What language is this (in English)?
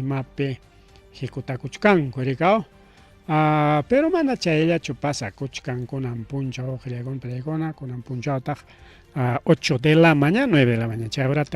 Ayacucho Quechua